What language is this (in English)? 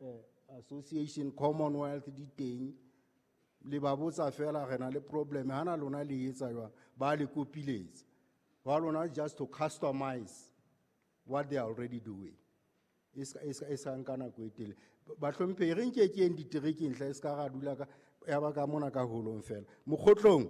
Southern Sotho